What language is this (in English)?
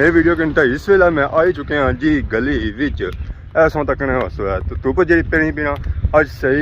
Pahari-Potwari